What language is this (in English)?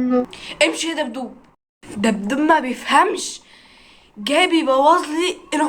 Egyptian Arabic